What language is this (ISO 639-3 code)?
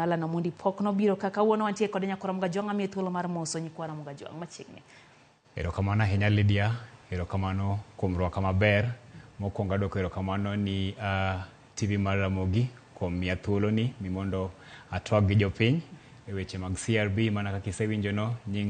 luo